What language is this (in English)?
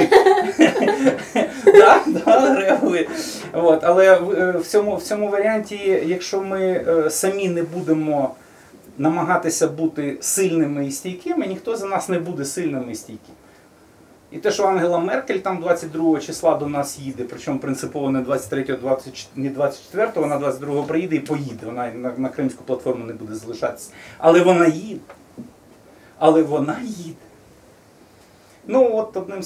Ukrainian